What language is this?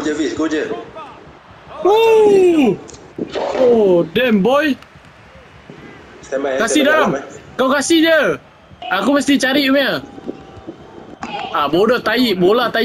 Malay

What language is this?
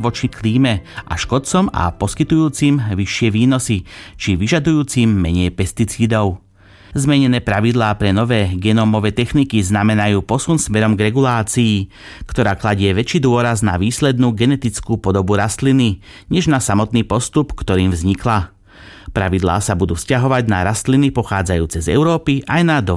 Slovak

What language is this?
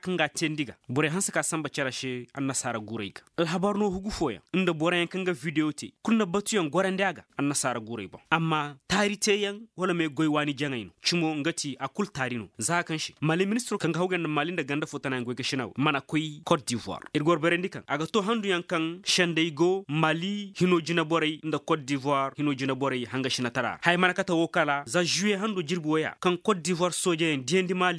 Zarma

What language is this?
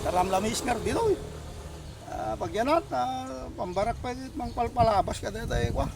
Iloko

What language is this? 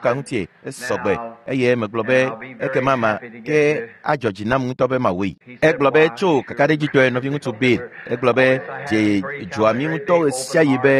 Ewe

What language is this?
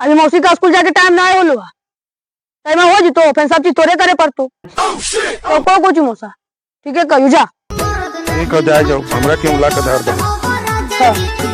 Magahi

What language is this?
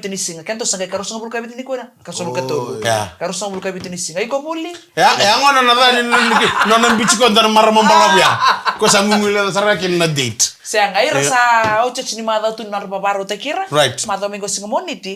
Fijian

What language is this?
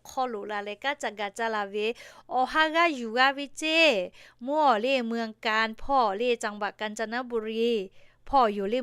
Lahu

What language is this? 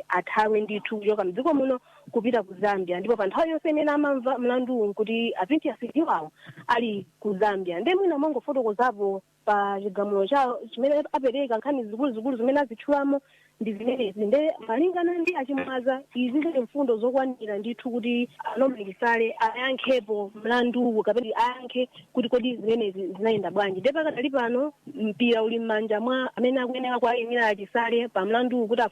Nyanja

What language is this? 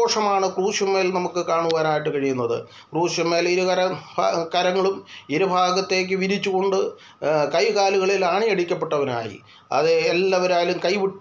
Malayalam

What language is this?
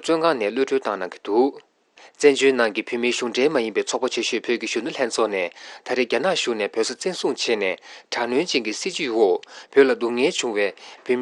Tibetan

